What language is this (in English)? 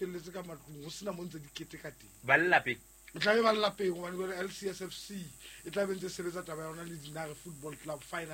Southern Sotho